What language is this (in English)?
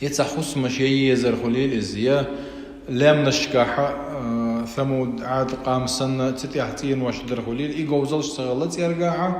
Chechen